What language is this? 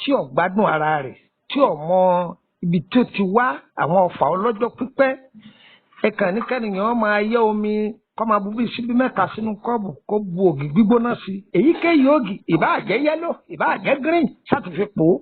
Yoruba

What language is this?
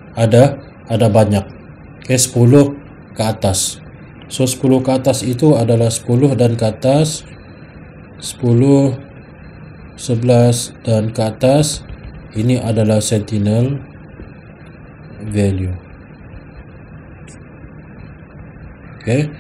Malay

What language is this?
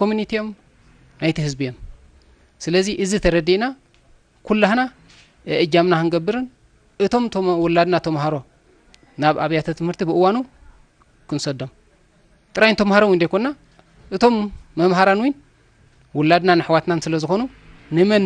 Tigrinya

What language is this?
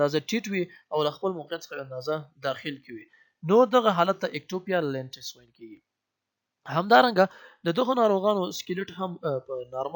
Pashto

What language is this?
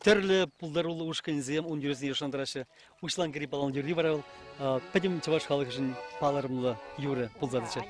Chuvash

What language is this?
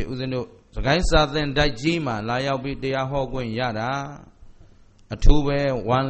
Burmese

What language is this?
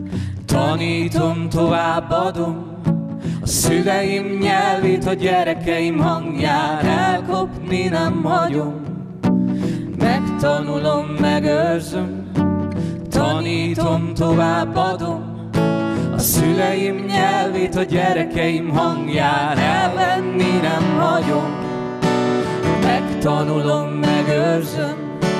Hungarian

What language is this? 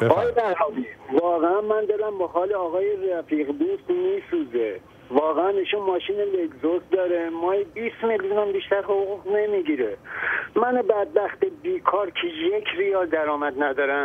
Persian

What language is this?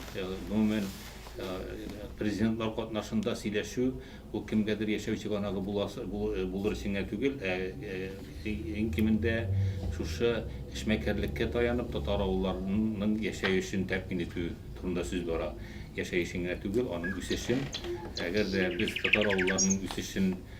Tatar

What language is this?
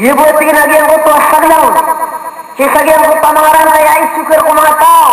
Maranao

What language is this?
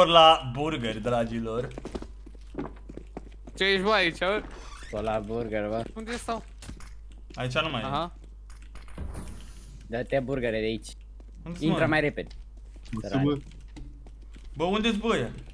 Romanian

